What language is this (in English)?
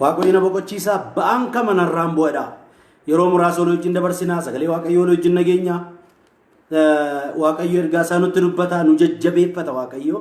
Oromo